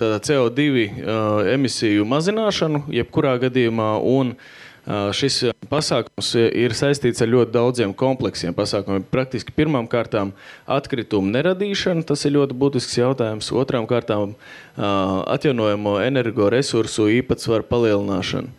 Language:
Latvian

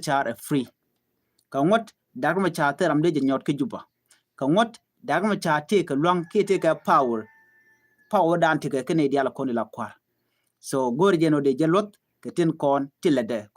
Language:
Nuer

